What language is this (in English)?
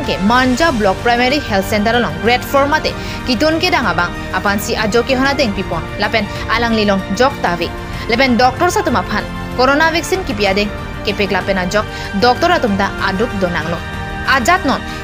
Karbi